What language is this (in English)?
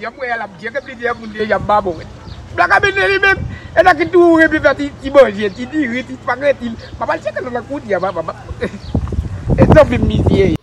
Haitian Creole